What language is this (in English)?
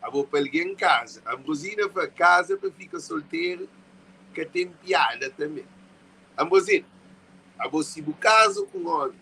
Kabuverdianu